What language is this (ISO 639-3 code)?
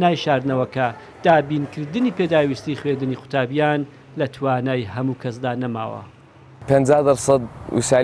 ckb